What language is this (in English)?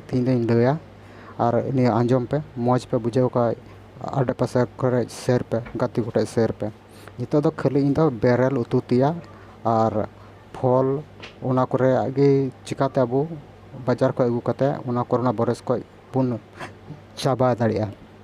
Santali